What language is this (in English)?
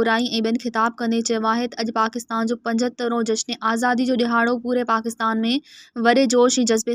Sindhi